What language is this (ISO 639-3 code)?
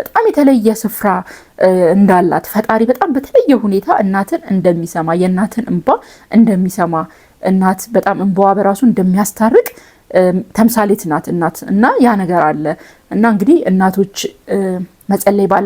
amh